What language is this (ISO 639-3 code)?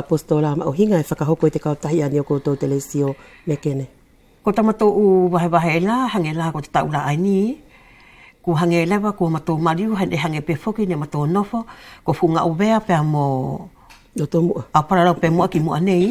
wls